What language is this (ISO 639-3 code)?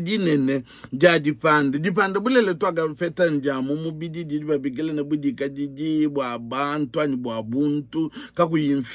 lua